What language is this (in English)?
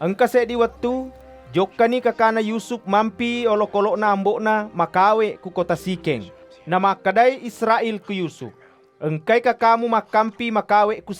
Buginese